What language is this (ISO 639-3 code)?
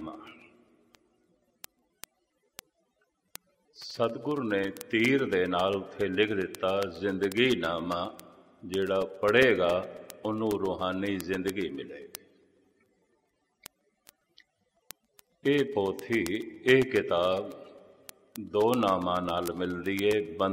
pan